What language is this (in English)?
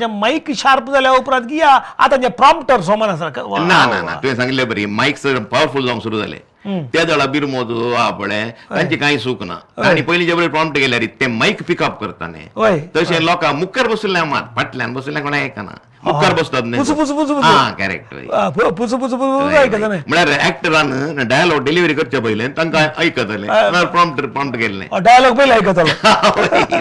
Konkani